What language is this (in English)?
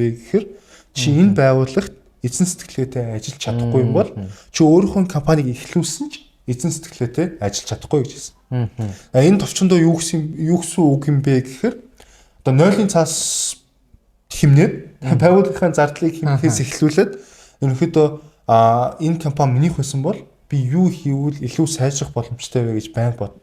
Mongolian